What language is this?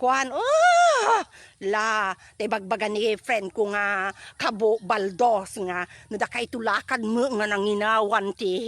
Iloko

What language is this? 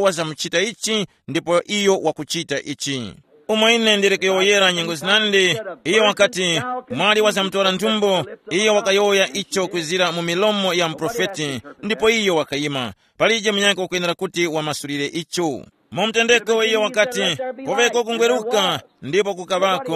Tumbuka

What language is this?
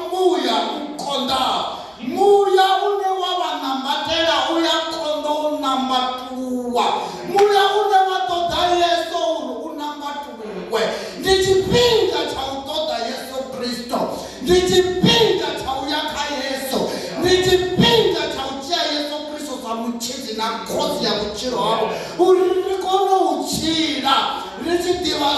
Venda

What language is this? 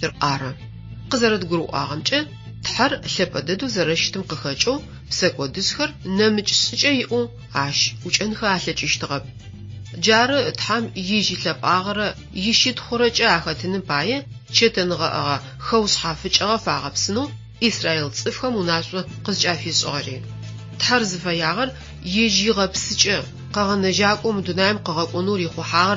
Adyghe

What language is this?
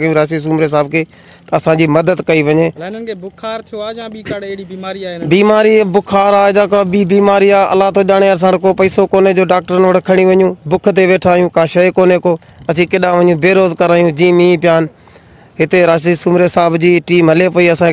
Sindhi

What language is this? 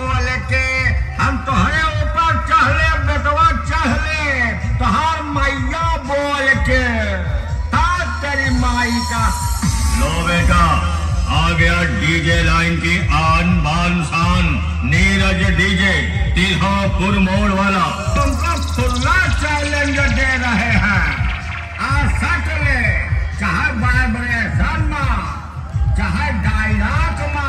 Bhojpuri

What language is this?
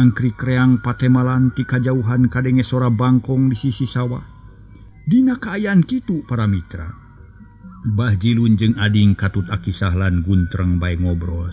Sundanese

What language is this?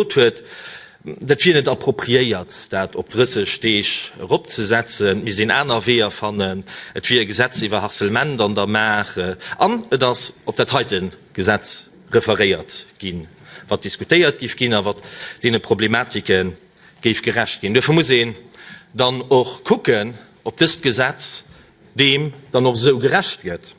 Luxembourgish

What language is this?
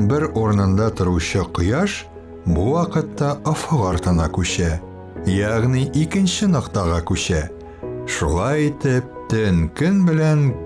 Tatar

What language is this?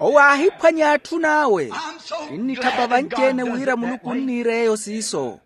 Makhuwa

